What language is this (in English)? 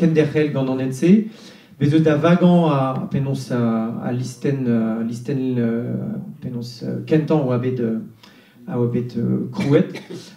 Breton